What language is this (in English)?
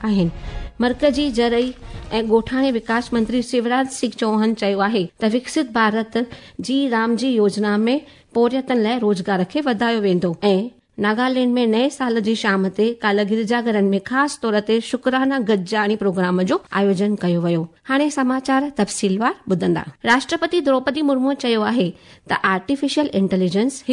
Sindhi